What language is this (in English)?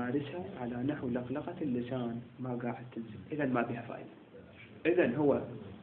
Mesopotamian Arabic